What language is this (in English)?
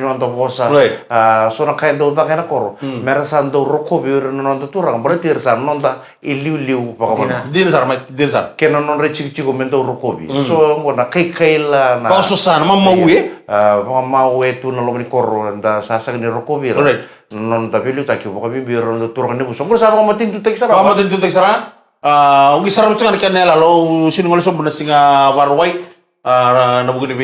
Fijian